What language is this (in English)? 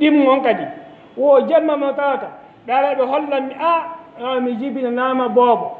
Fula